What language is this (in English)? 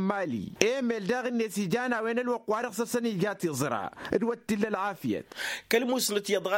Tamasheq